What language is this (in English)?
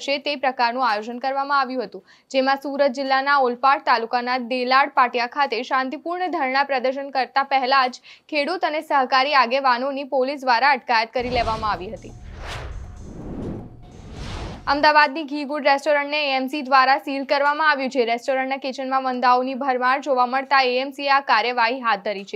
Gujarati